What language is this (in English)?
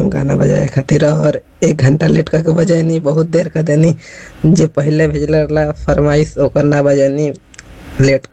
Bhojpuri